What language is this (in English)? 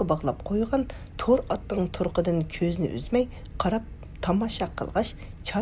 Uyghur